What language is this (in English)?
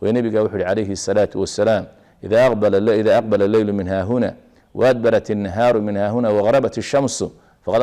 Somali